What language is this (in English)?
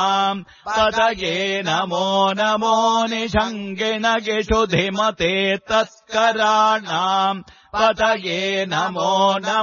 Sanskrit